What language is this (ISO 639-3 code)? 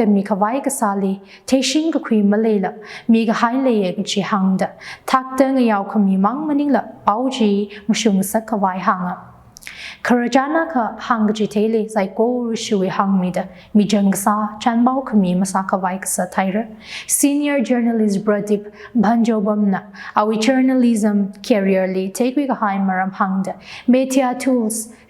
nmf